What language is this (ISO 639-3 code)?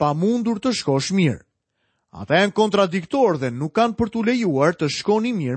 sqi